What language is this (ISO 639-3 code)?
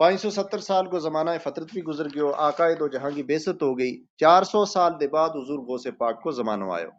gju